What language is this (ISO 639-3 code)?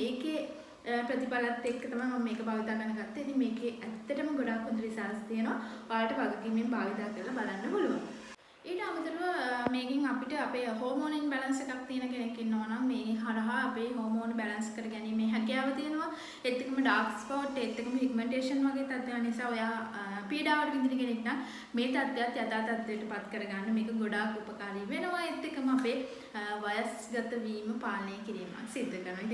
sin